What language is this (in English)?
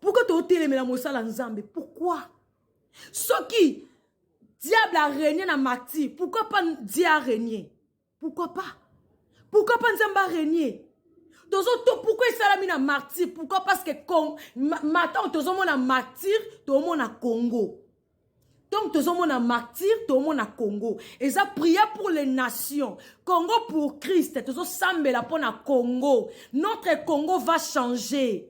Lingala